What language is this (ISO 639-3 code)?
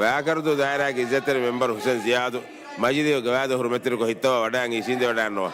div